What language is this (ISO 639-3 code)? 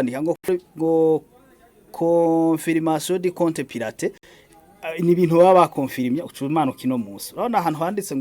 run